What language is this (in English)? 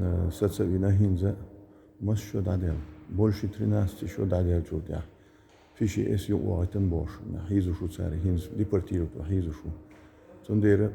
Chechen